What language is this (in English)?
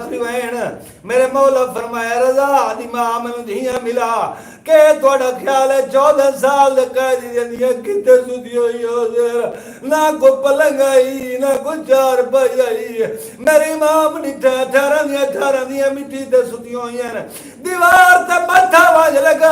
Saraiki